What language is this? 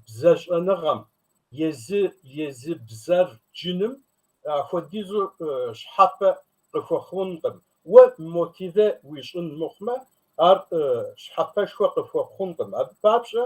Kabardian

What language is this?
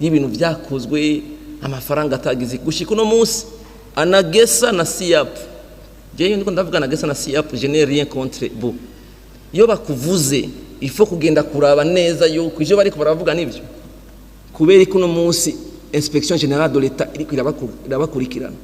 Rundi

